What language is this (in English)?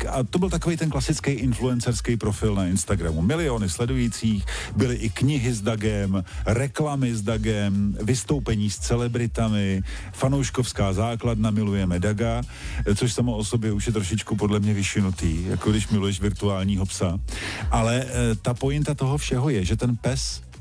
Czech